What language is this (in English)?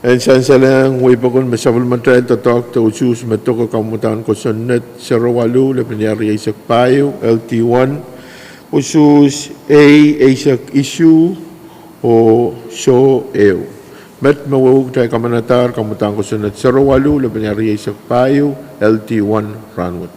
Pohnpeian